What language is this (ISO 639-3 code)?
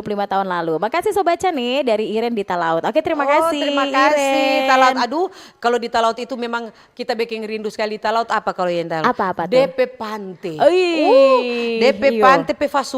xmm